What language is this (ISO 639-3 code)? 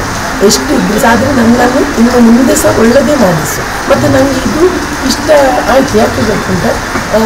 kan